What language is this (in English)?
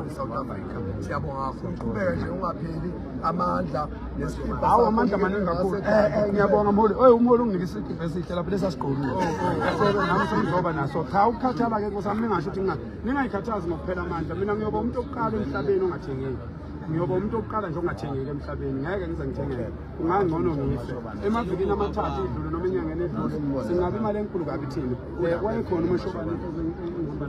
Zulu